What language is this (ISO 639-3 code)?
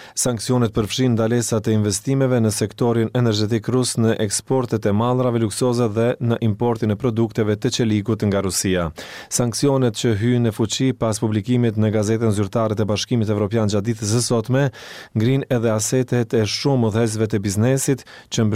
sqi